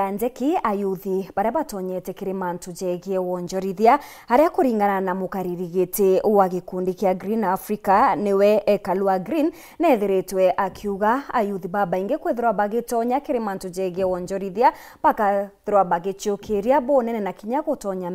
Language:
Meru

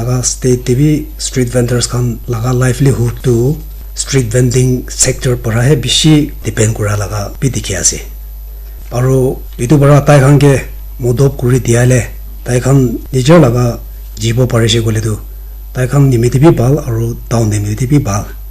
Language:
Naga Pidgin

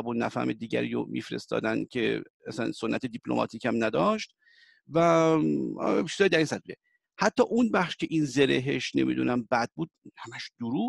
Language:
Persian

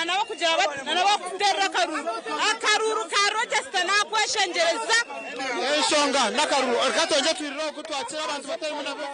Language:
Nyankole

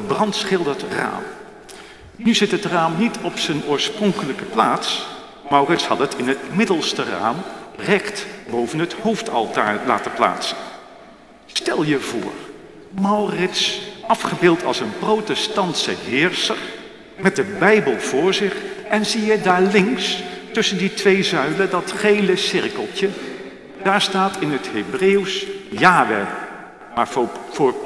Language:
Dutch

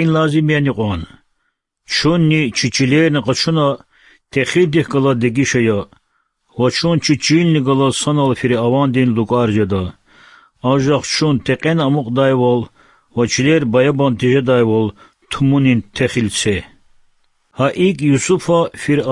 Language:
Lezghian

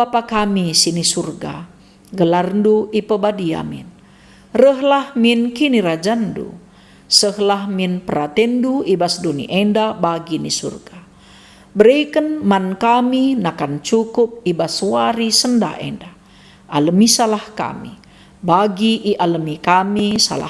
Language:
Batak Karo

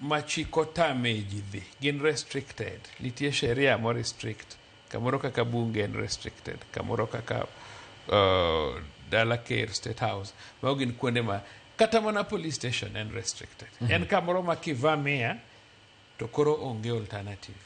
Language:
Luo (Kenya and Tanzania)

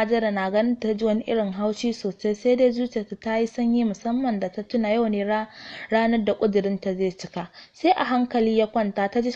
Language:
Hausa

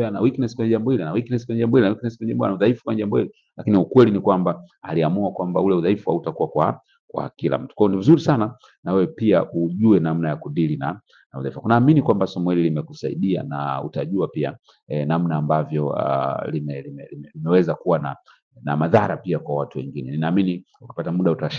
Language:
Swahili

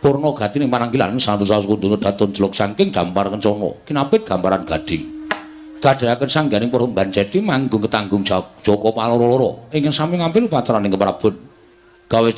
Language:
Javanese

